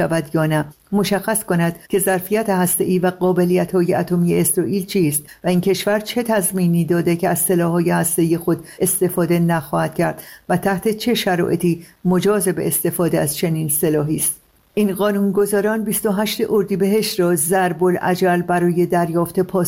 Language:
Persian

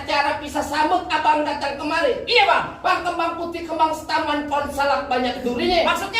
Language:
Betawi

